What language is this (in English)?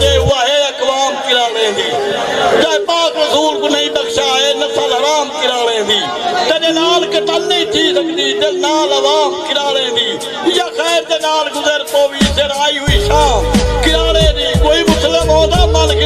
Saraiki